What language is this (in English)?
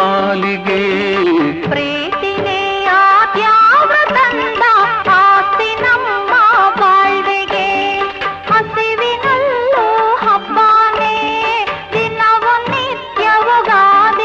Kannada